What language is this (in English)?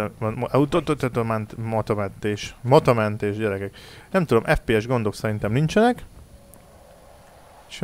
Hungarian